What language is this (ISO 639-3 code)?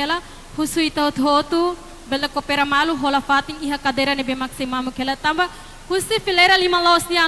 tet